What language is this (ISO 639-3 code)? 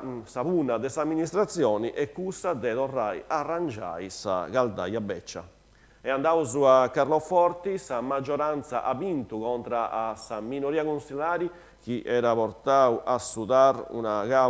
srd